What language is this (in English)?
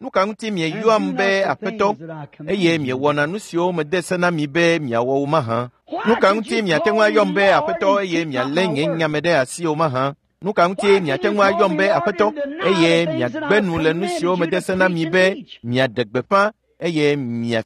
Ewe